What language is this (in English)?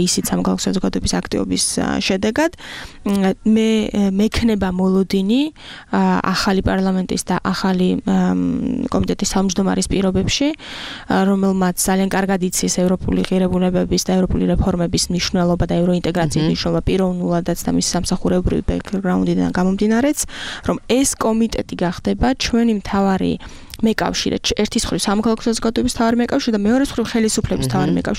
Georgian